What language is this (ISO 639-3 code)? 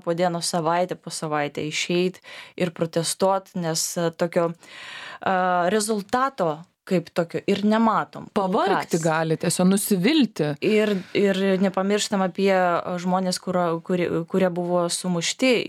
lit